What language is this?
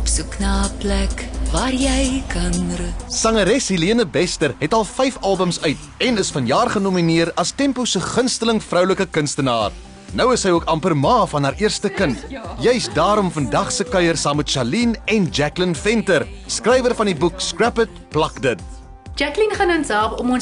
Afrikaans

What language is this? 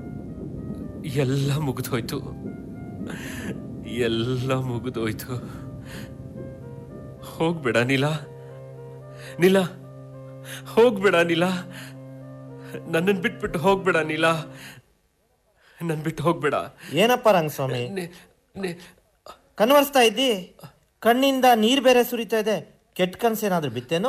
Kannada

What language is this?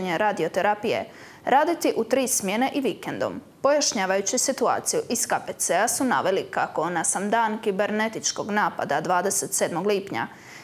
Croatian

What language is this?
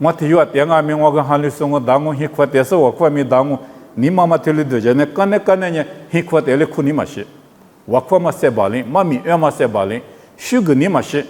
Lisu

